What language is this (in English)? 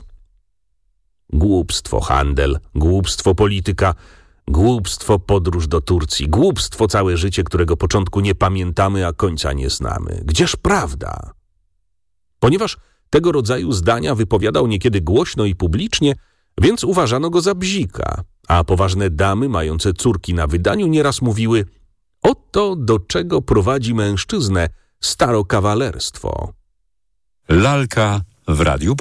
Polish